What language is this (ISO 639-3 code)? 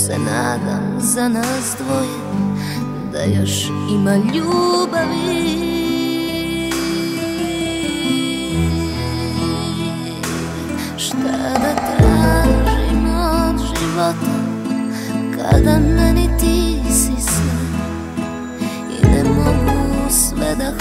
srp